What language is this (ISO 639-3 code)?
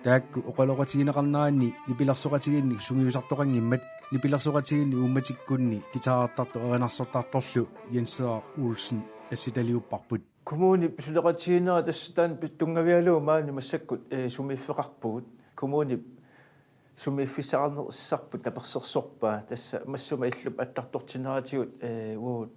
kal